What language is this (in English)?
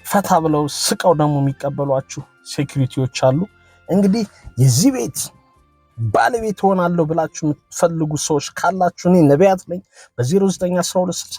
Amharic